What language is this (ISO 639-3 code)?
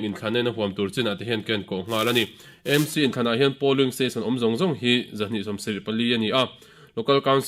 lus